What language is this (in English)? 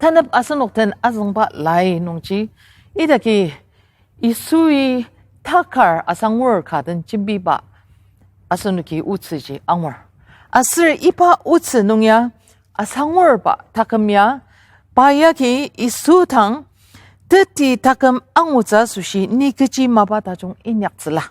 Ao Naga